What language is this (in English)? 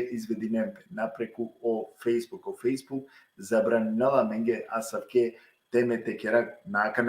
Balkan Romani